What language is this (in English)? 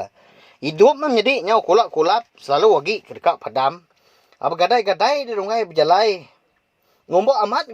Iban